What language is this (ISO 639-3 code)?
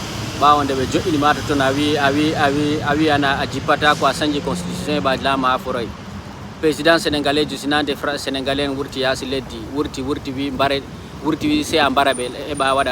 ful